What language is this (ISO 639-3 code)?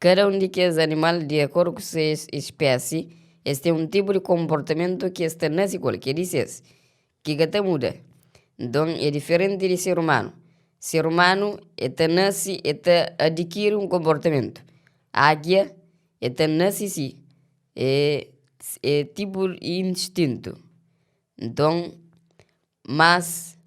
kea